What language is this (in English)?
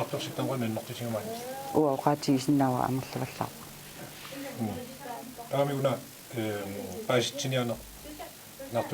Kalaallisut